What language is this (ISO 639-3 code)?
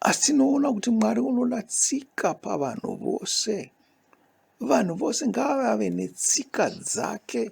sna